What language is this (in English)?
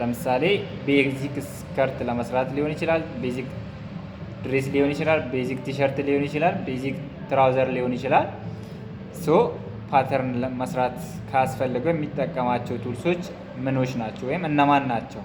Amharic